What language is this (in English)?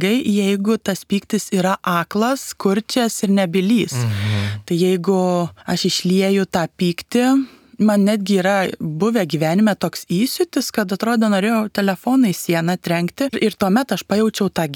Lithuanian